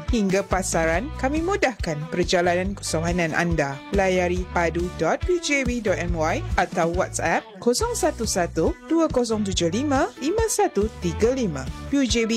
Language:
Malay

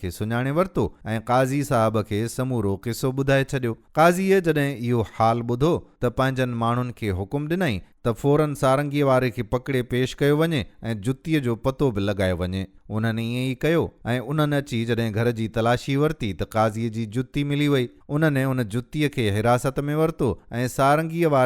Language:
Sindhi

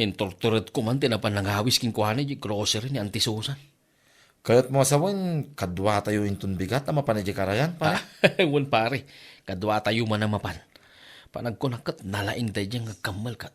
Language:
Iloko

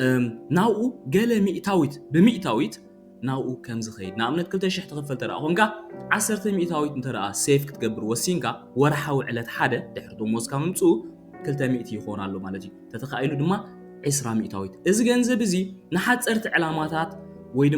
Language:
Tigrinya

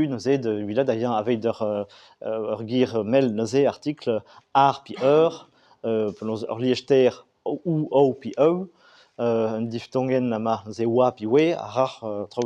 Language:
Breton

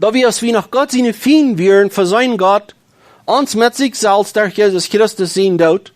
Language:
Plautdietsch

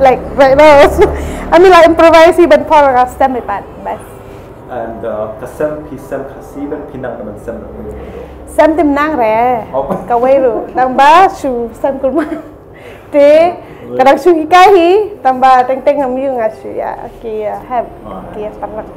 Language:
Khasi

